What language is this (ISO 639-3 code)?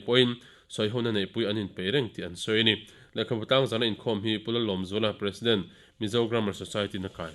lus